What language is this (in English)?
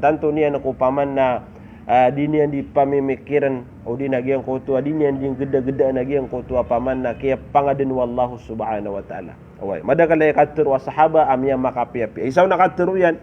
Maranao